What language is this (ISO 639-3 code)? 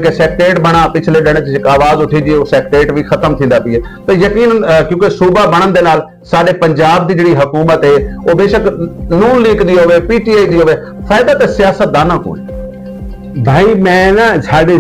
skr